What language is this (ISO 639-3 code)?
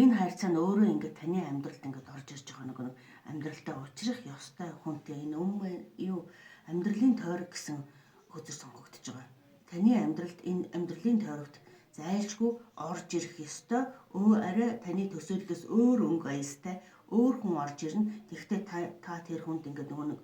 mon